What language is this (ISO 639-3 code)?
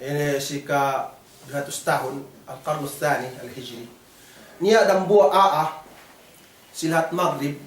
yka